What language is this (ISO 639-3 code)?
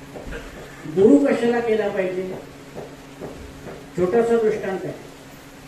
mar